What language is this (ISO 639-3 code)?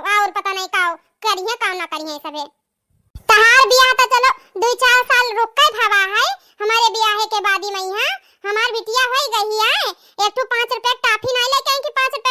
awa